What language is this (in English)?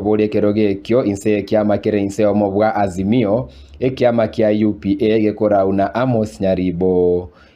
Gusii